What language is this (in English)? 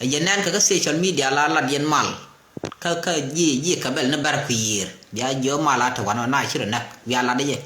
Nuer